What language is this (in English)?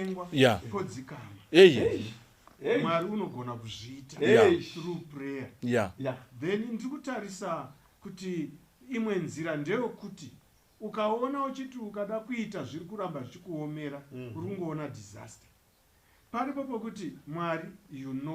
Shona